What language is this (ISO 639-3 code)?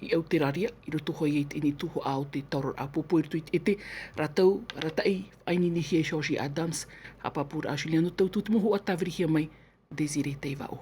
tah